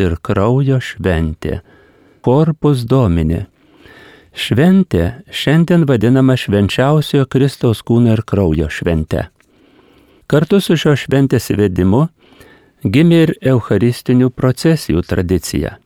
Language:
Lithuanian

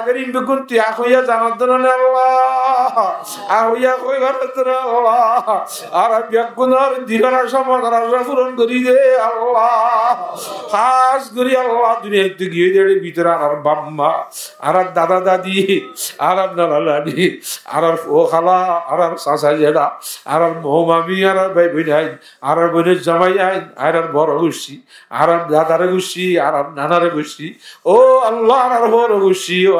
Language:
Rohingya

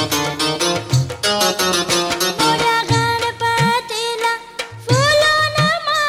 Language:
Marathi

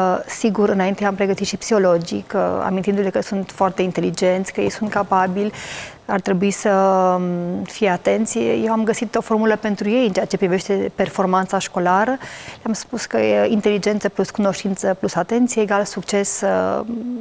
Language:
Romanian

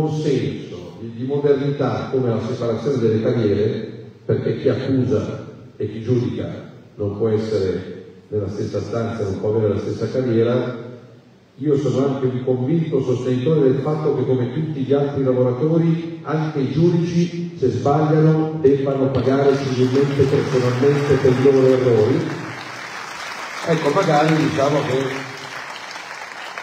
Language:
Italian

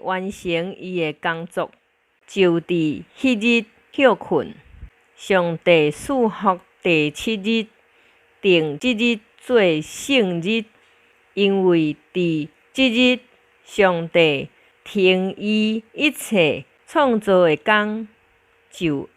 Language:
Min Nan Chinese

